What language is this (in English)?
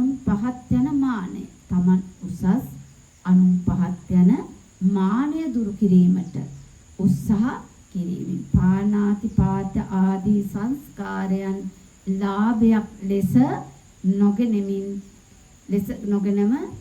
Sinhala